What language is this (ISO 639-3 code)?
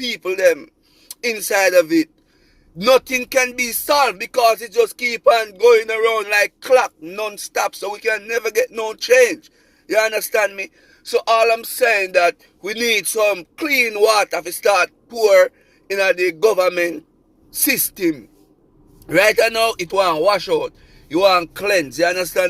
jam